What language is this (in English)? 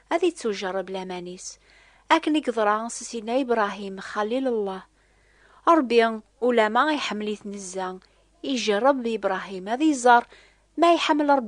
Kabyle